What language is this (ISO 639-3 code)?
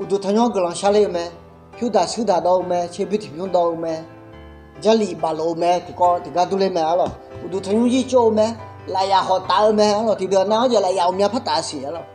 ahk